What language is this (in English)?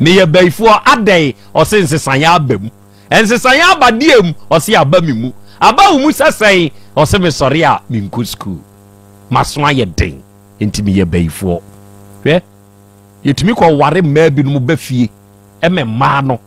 Akan